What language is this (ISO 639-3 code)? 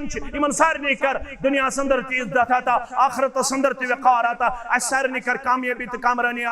kas